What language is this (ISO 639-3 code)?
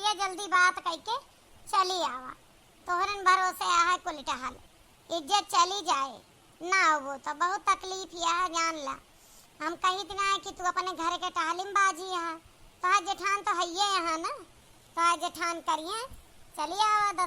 awa